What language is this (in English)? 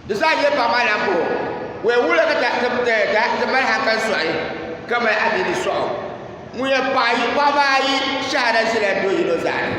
Dagbani